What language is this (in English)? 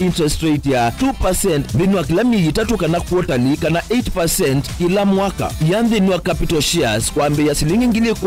Kamba